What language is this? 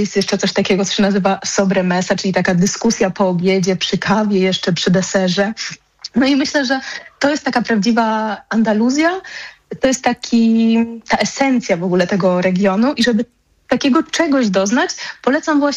Polish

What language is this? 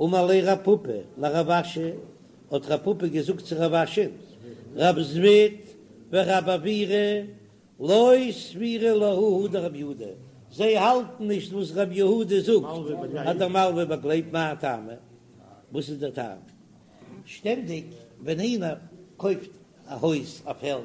Yiddish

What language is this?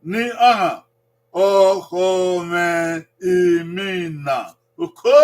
Bini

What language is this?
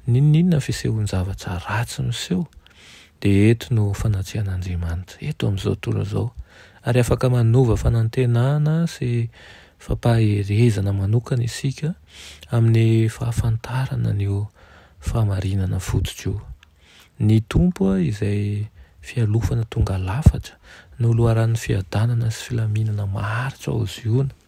Malagasy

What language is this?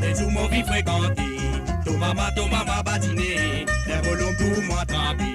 Morisyen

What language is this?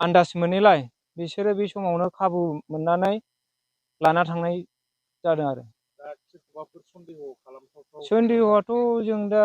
Bodo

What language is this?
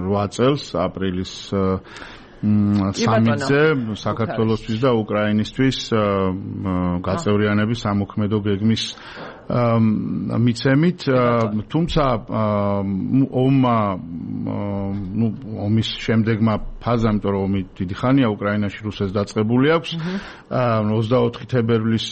Georgian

